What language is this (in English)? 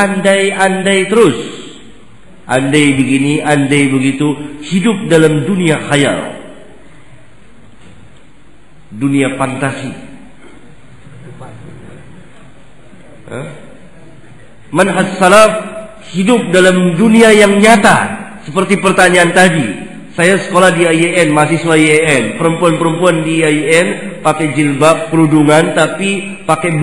Indonesian